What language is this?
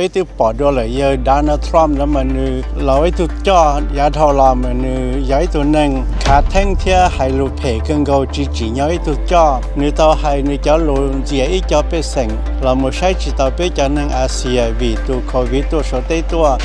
Hmong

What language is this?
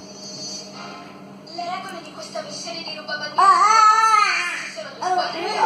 Italian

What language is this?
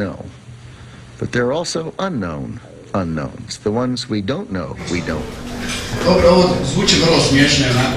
Croatian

